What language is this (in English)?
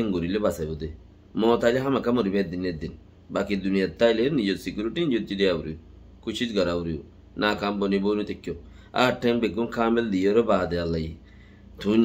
Rohingya